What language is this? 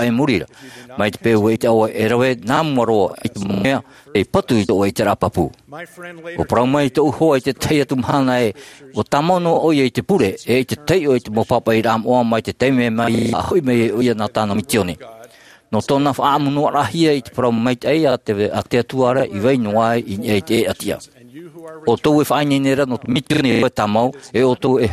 Tahitian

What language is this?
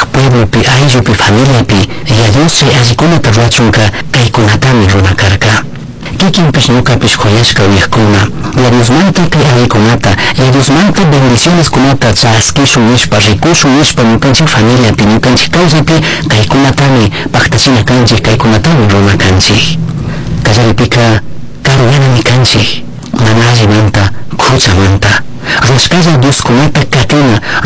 Chimborazo Highland Quichua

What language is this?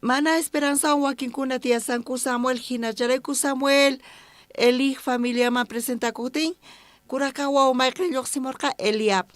South Bolivian Quechua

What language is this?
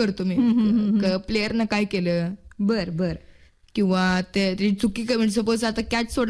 Marathi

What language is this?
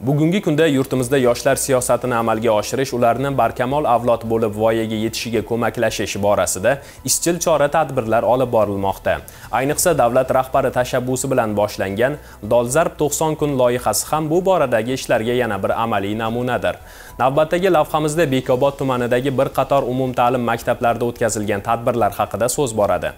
Uzbek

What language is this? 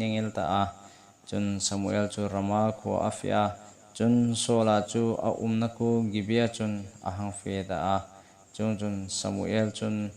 Hmar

